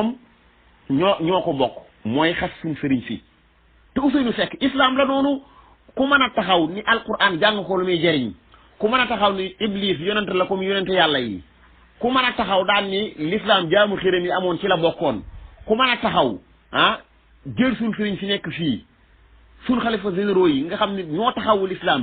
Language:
Wolof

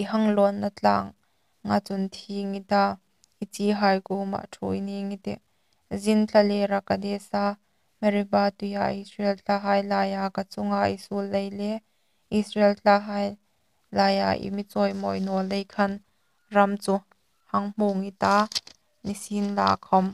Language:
Hmar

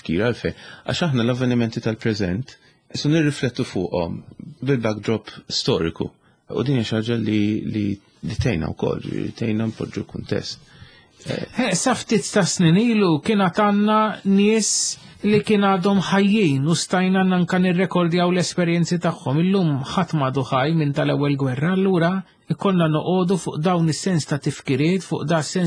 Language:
Maltese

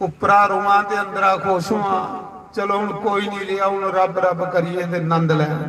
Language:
Dogri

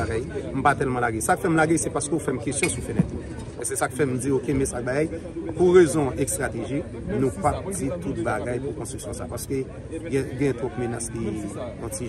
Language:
Haitian Creole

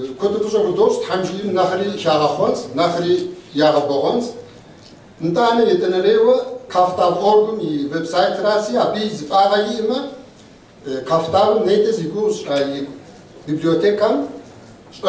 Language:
Kabardian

